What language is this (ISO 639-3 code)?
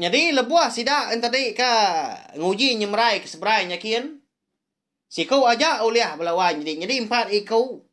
iba